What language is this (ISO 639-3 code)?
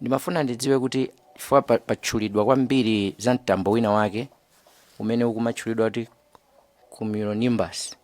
nya